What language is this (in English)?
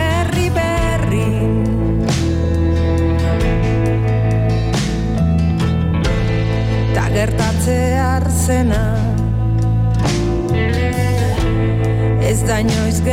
Basque